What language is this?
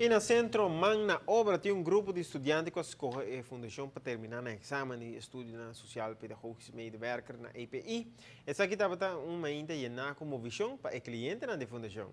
Papiamento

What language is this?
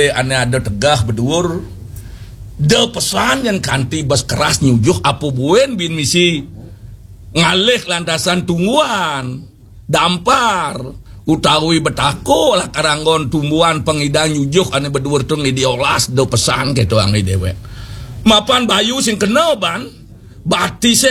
Balinese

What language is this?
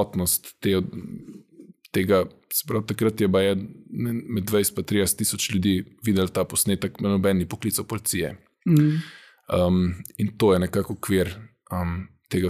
Slovenian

